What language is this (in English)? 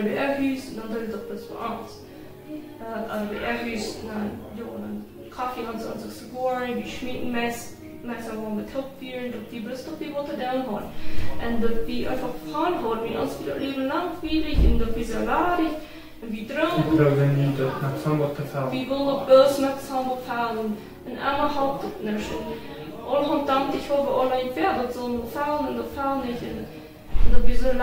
Plautdietsch